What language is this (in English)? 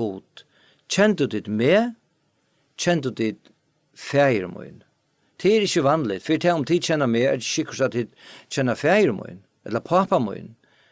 Faroese